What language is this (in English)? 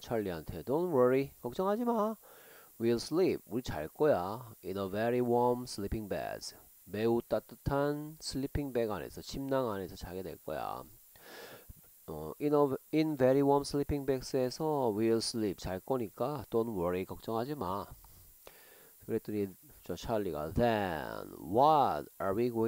Korean